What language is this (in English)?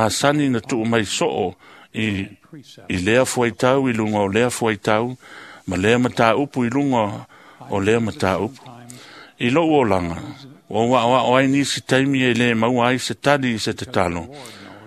Samoan